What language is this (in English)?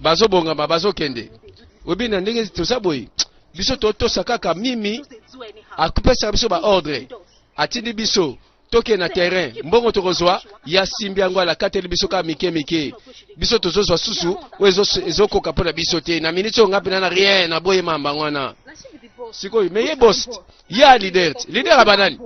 Lingala